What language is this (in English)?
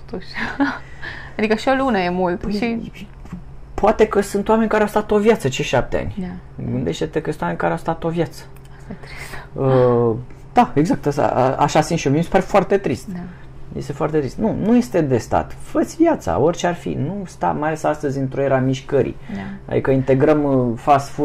Romanian